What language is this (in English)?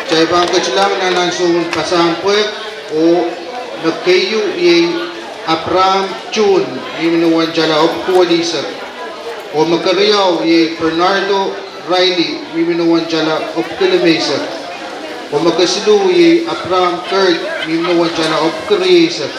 Pohnpeian